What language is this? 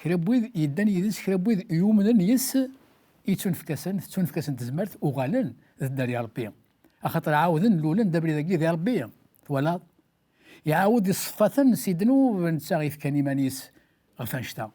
Kabyle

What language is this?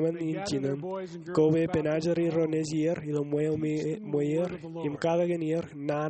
Marshallese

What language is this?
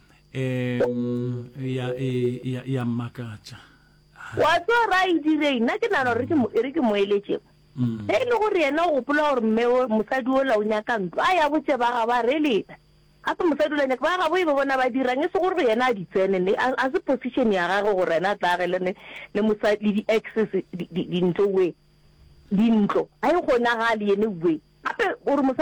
Northern Sotho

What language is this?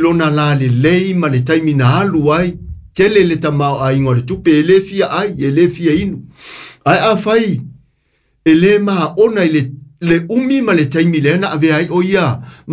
Samoan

